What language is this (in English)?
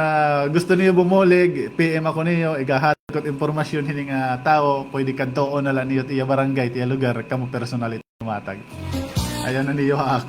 Waray